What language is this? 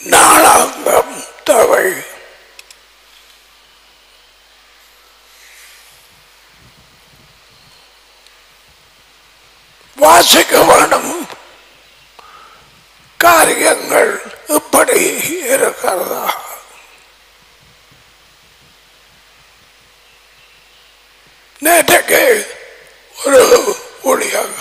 Tamil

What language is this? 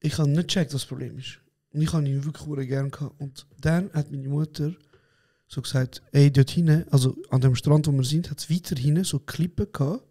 Swiss German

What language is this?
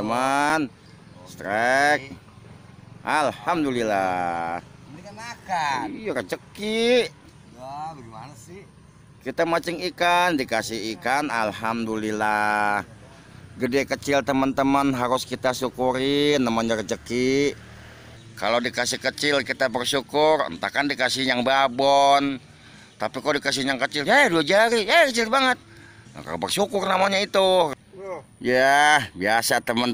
Betawi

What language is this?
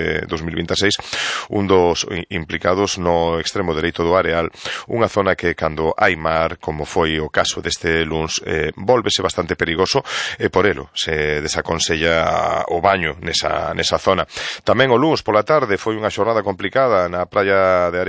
Galician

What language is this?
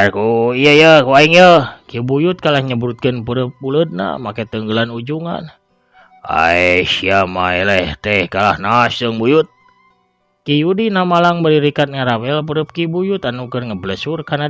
Sundanese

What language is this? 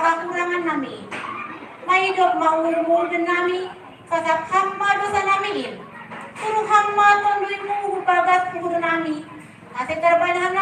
Batak Simalungun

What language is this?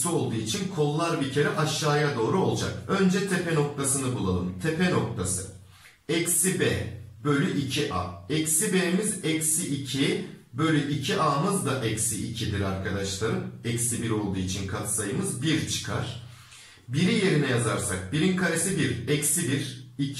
Turkish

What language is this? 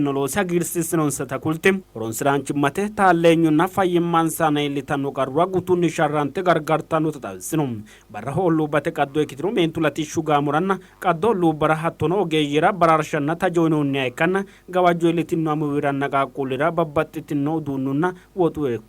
Sidamo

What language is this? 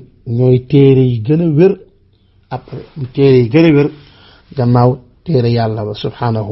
Wolof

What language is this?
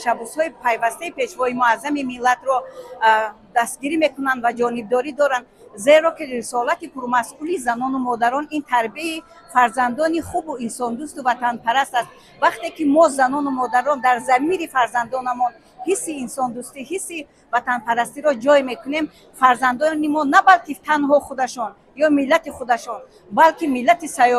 Tajik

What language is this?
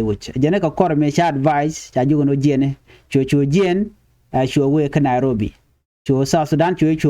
Nuer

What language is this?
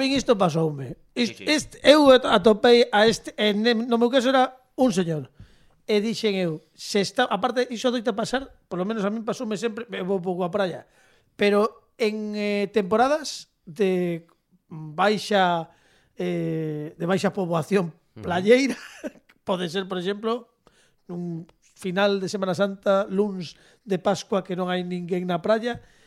Galician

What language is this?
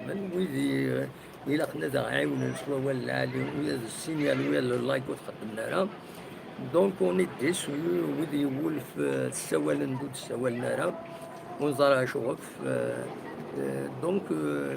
Kabyle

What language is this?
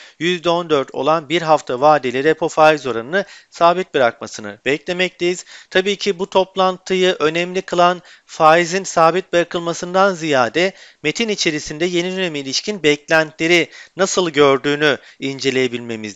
Turkish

